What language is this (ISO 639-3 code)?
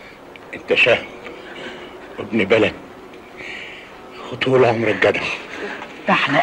arz